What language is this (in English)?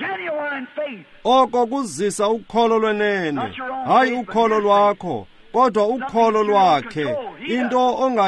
Xhosa